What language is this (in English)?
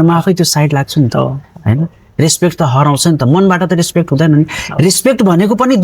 Nepali